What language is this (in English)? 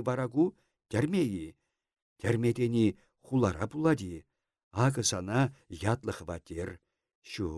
Chuvash